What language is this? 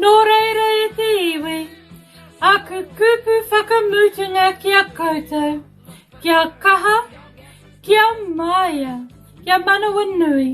Māori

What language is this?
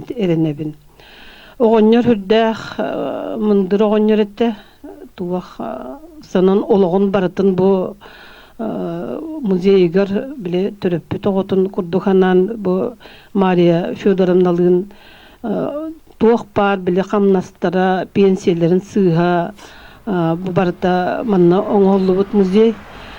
Yakut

